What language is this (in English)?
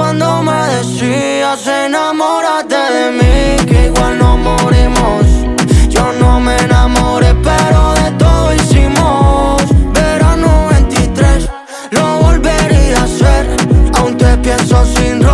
Spanish